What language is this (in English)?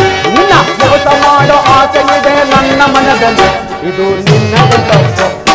Kannada